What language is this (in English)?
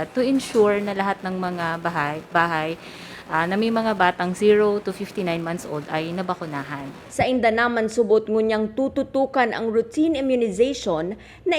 Bikol